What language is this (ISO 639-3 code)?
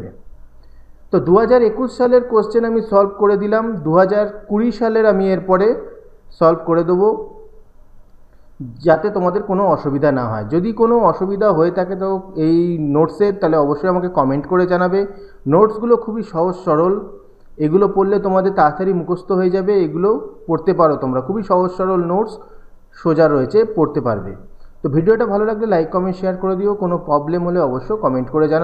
ben